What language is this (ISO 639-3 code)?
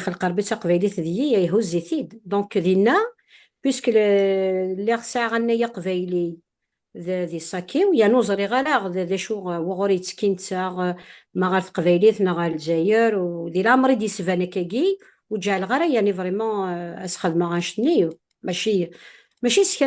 kab